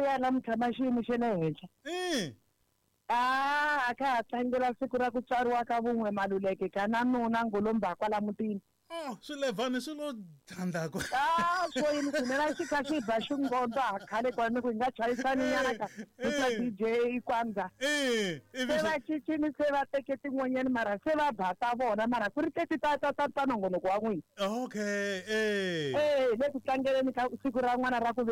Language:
Tsonga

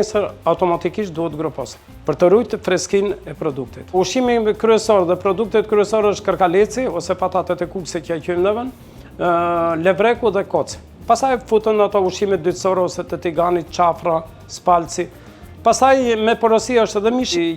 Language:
Albanian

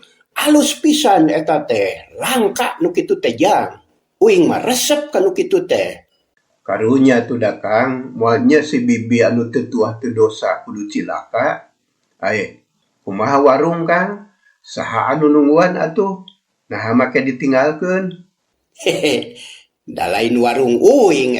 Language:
Sundanese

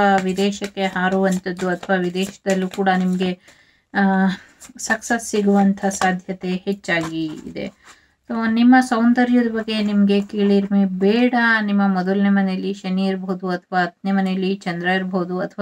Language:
Kannada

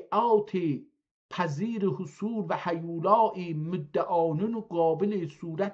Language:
South Azerbaijani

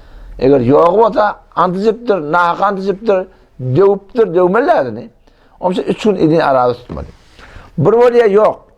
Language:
Turkmen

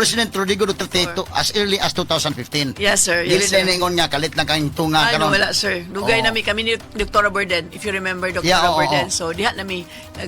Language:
Cebuano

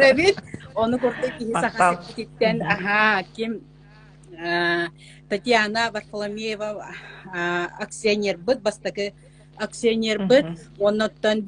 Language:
Yakut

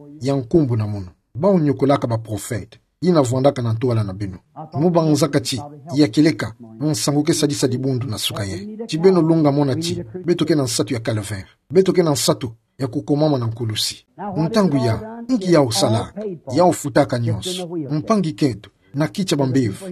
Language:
Kituba (Democratic Republic of Congo)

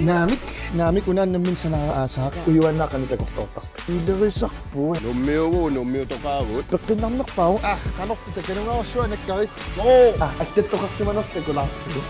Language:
Kalaallisut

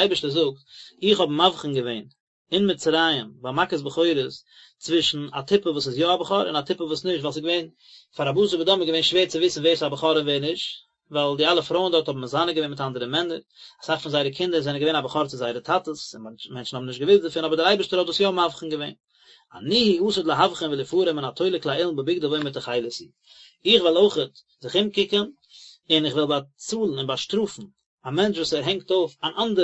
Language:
Yiddish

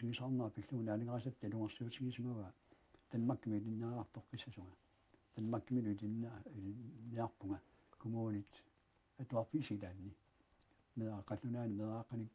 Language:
Kalaallisut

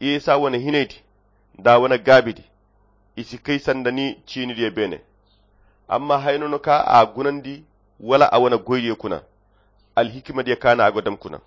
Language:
Koyra Chiini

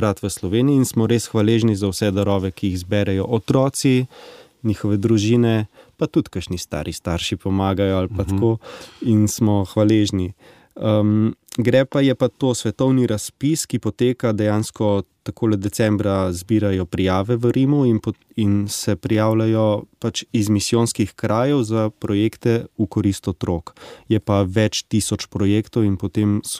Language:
Slovenian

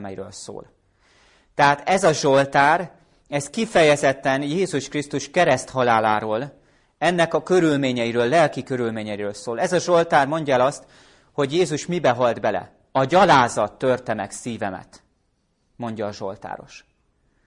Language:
Hungarian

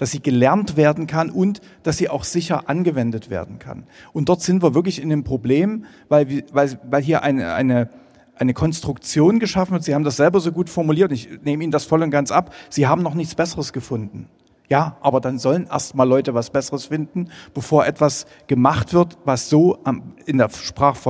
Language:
German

